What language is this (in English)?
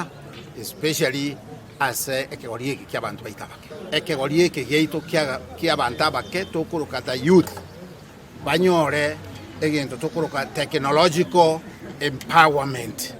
Gusii